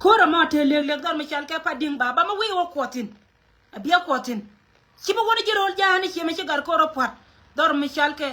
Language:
Nuer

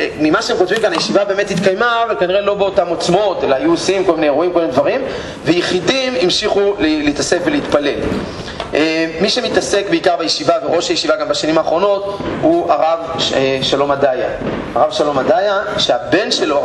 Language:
Hebrew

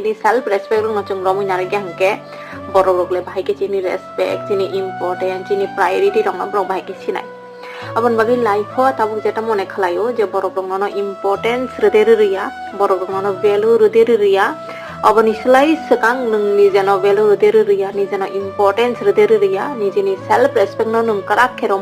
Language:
Kok Borok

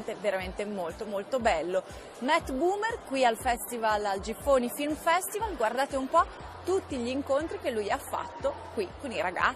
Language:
Italian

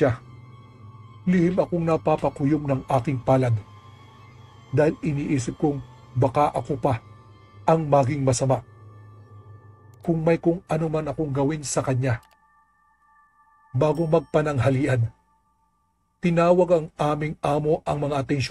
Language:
Filipino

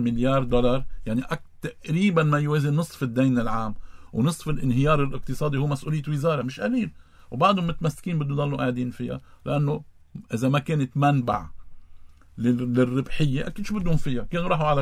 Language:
North Levantine Arabic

